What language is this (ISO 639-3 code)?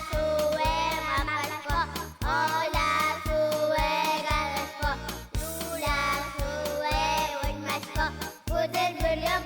udm